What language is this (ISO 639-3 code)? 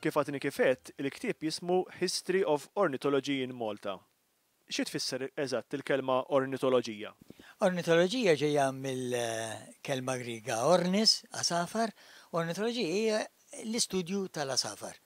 mlt